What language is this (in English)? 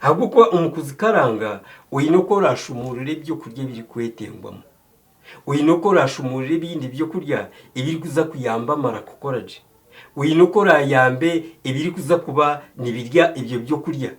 Nyankole